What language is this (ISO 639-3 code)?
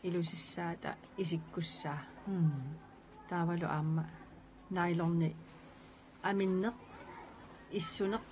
kal